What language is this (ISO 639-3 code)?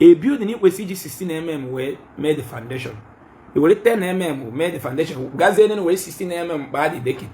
ibo